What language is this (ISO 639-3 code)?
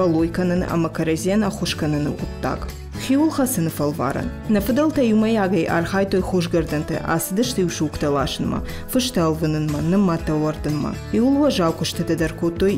oss